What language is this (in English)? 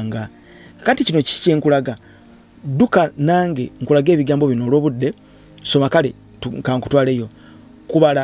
Ganda